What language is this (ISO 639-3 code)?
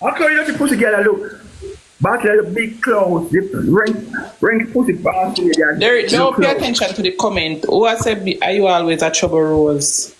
jam